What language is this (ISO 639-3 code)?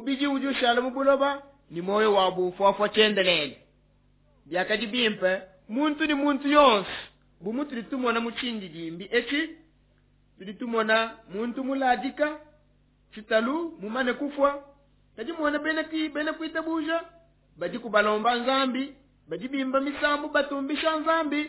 lua